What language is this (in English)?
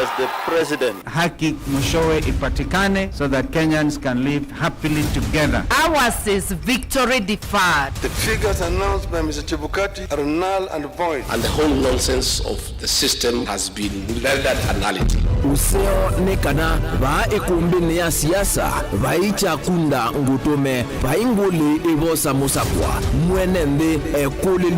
Kamba